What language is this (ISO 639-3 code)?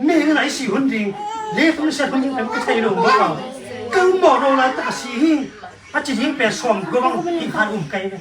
ctd